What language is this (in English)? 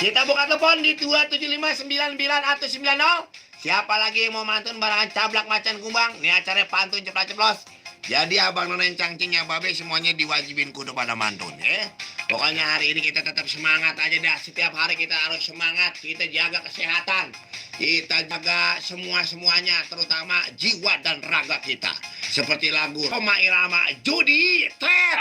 Betawi